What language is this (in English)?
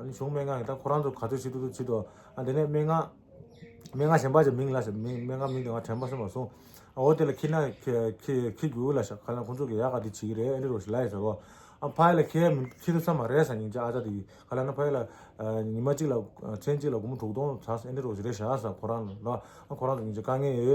Tibetan